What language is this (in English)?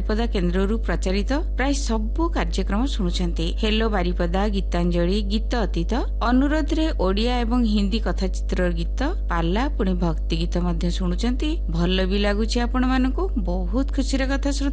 Odia